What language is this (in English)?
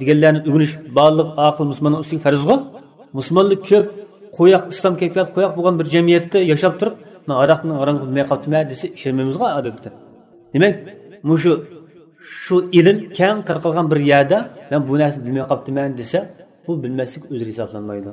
Uyghur